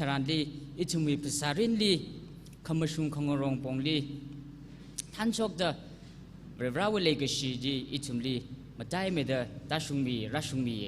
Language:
Tangkhul Naga (India)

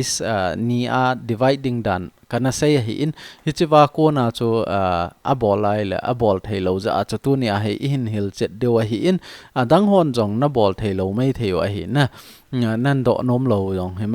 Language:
Thado Chin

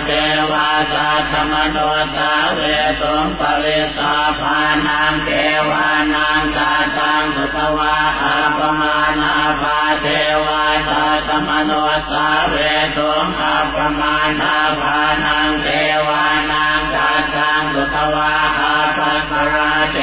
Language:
Pali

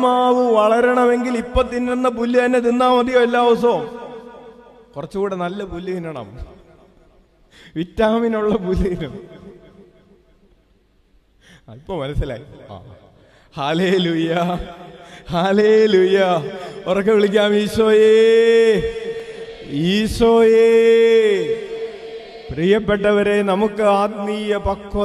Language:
Malayalam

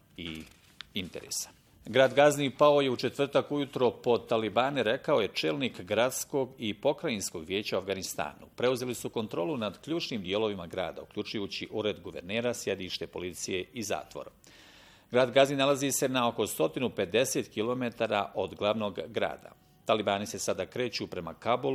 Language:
Bosnian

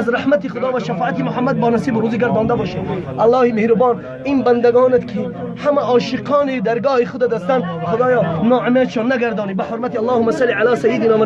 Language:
Tajik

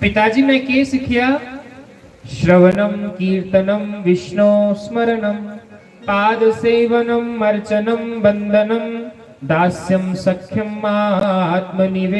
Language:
Dogri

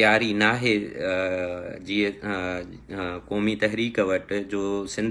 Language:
Sindhi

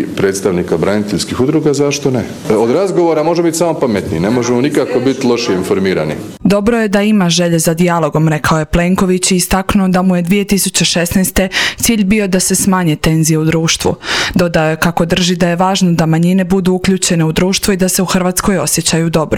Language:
Croatian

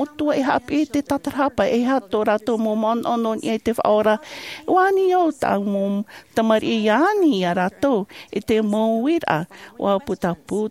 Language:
Tahitian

